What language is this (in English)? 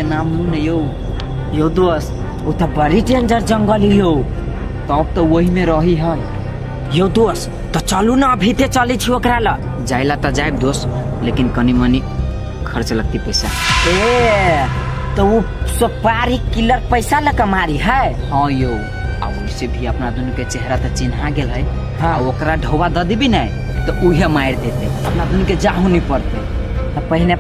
Maithili